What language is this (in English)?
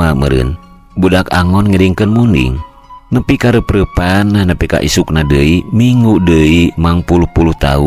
Sundanese